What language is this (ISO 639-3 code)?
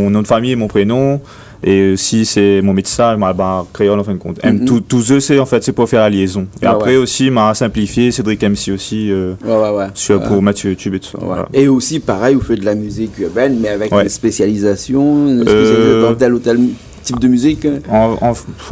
rcf